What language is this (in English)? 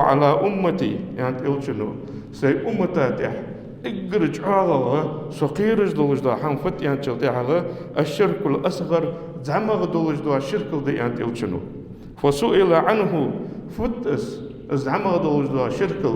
Ingush